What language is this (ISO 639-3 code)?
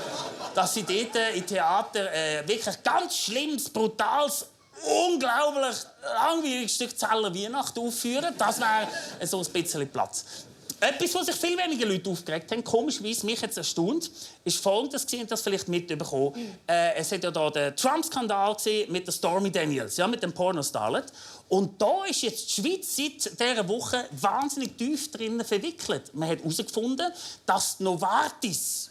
gsw